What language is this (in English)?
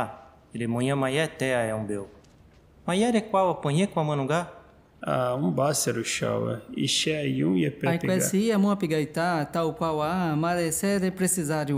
Nheengatu